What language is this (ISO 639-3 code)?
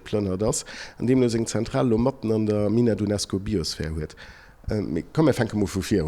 ltz